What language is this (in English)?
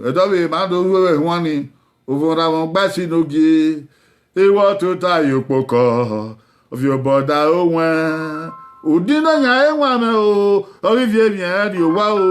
Bini